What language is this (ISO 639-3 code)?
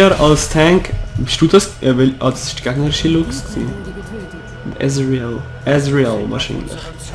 gsw